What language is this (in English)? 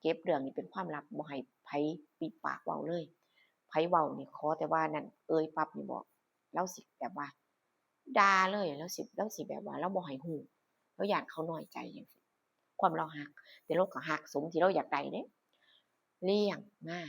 Northeastern Thai